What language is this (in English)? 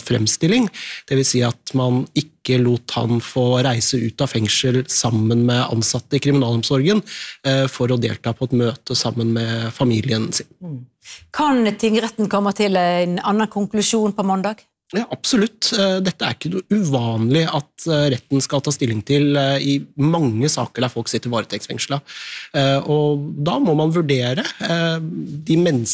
Norwegian